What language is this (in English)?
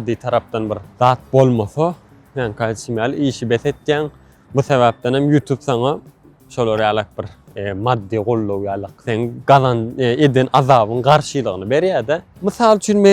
Turkmen